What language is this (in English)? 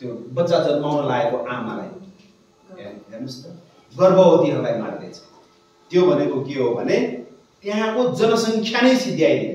Nepali